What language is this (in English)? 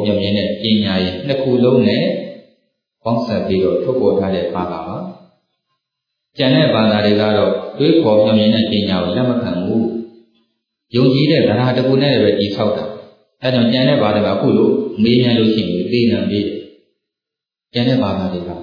Burmese